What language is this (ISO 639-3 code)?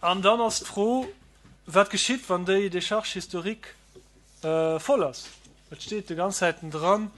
ltz